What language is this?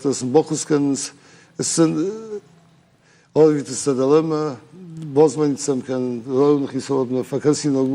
Ossetic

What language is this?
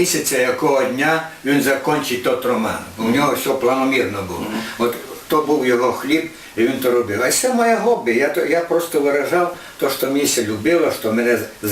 Rusyn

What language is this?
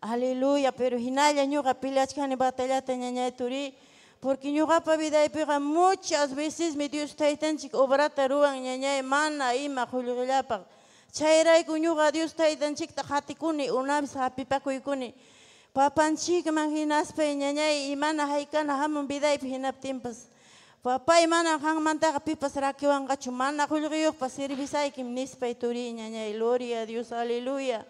Ayacucho Quechua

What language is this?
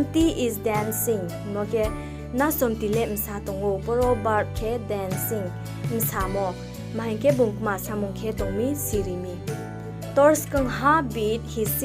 Riang (India)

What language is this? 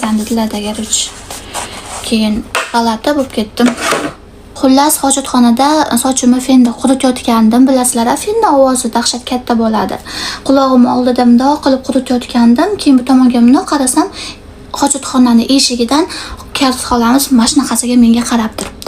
Uzbek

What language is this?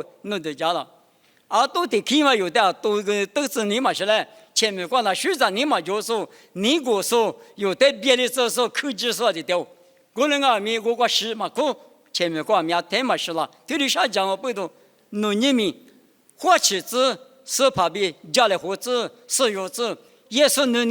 Lisu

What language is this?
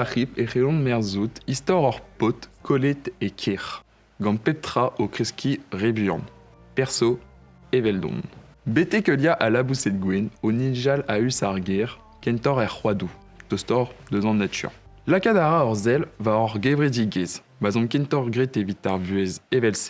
Breton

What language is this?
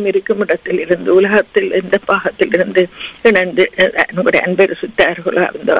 Tamil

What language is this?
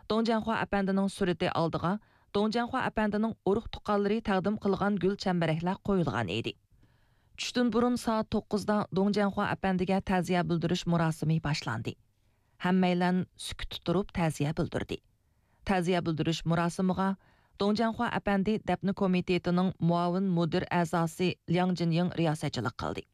Uyghur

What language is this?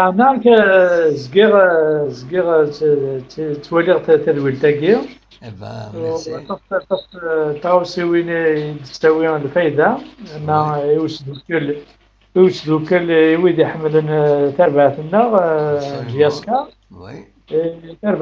Kabyle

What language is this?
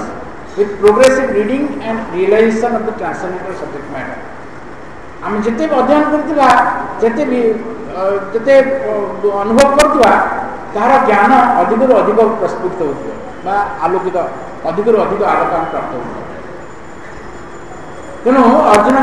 Odia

